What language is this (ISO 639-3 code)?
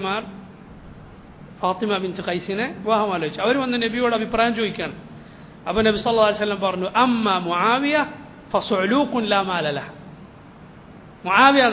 mal